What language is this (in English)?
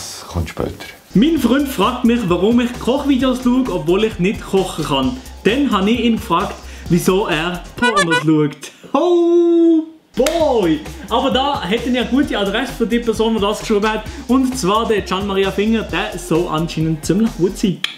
Swiss German